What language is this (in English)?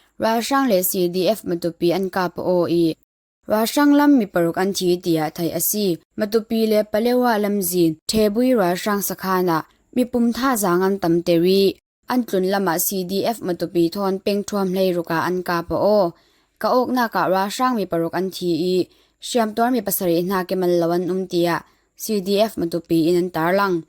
Falam Chin